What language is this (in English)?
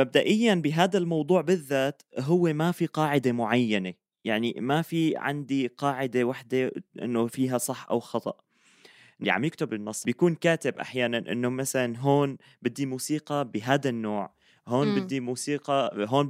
North Levantine Arabic